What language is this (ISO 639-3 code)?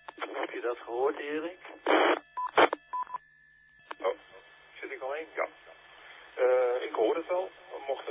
nld